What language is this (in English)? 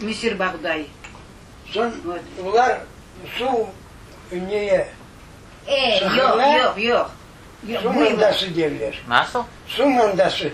Crimean Tatar